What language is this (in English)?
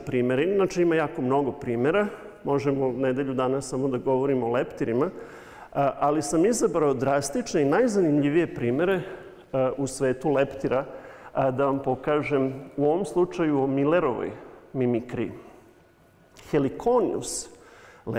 Serbian